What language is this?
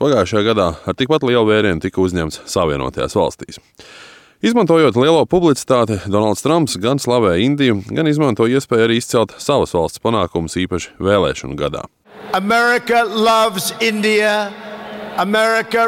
Latvian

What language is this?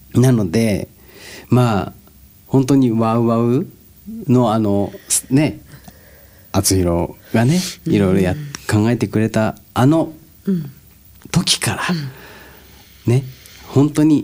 Japanese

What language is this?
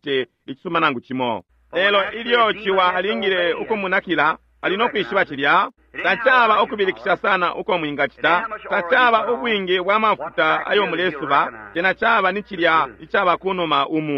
Bemba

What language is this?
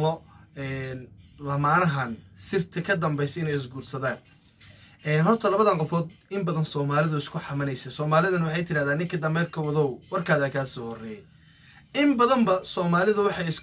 Somali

